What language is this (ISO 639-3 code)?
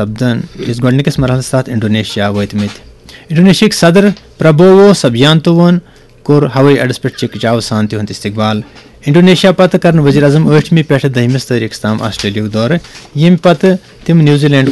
kas